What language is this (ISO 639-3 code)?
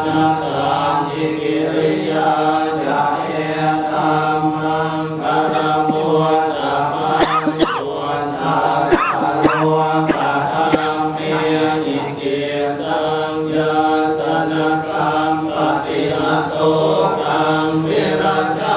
pli